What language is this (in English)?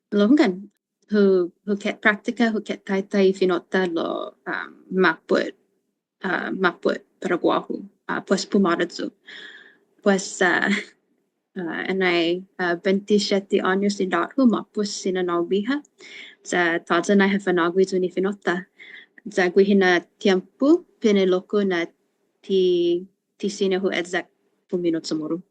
Chamorro